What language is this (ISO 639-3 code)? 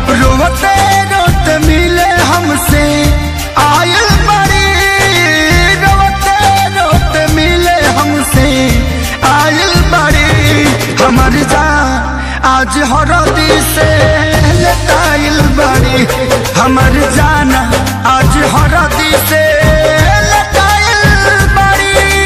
bho